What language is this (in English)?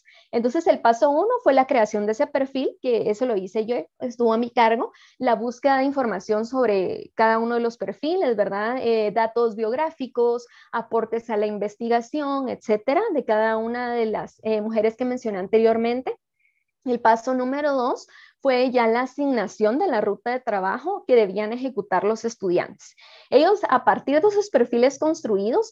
Spanish